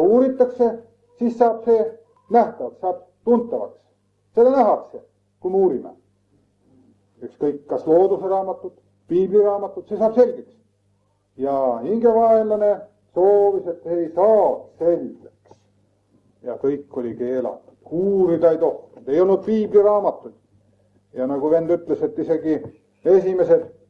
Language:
Estonian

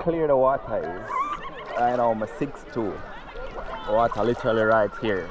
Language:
Jamaican Creole English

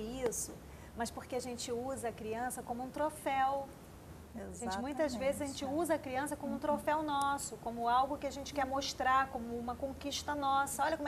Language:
Portuguese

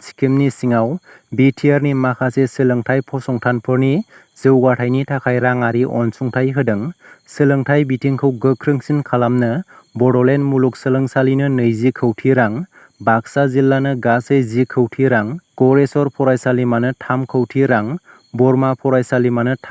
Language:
Bodo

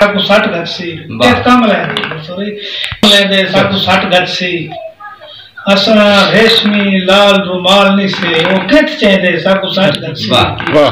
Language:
Saraiki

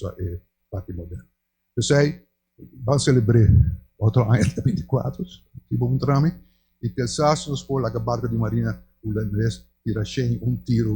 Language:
Papiamento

